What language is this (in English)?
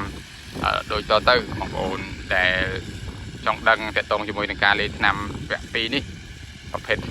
Khmer